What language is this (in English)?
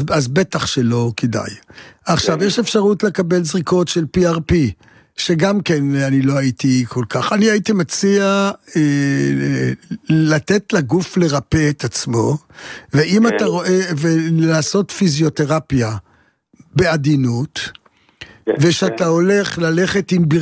Hebrew